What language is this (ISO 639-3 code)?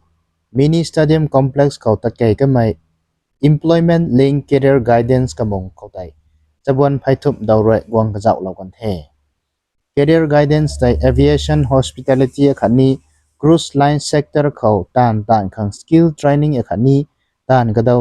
nbu